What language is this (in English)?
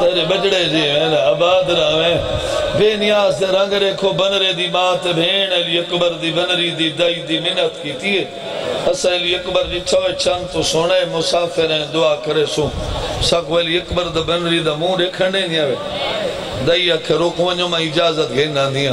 Saraiki